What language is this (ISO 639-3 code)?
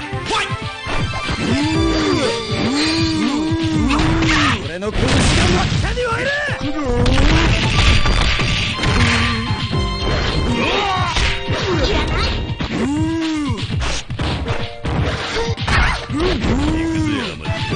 jpn